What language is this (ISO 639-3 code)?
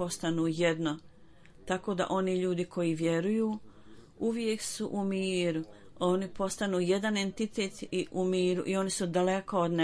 bos